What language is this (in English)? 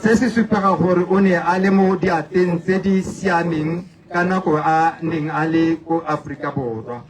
Tswana